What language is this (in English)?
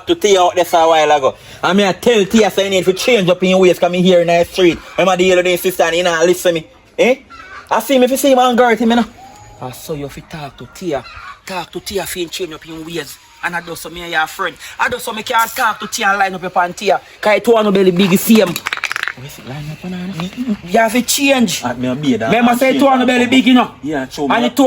Jamaican Creole English